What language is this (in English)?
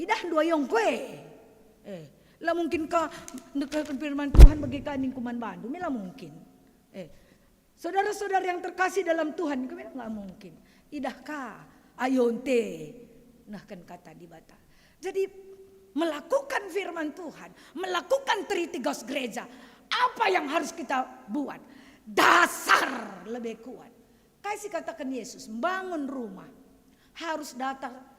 Batak Karo